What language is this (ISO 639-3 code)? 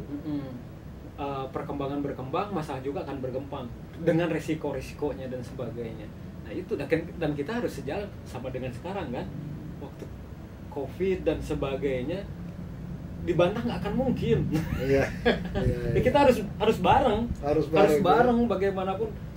ind